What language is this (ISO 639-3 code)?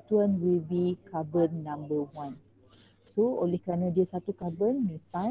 msa